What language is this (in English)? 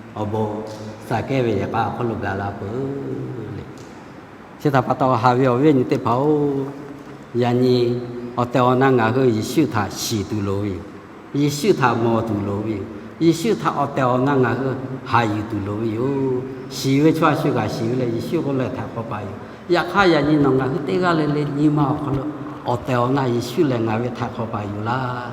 Lahu